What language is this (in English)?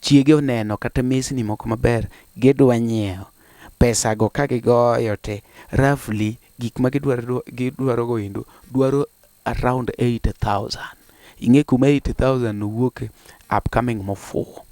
Luo (Kenya and Tanzania)